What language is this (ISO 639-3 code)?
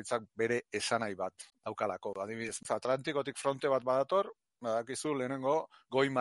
eus